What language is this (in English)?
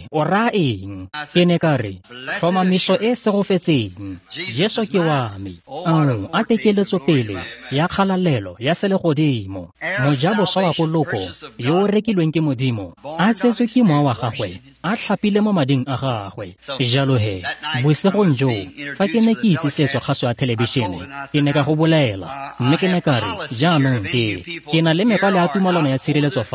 Tswana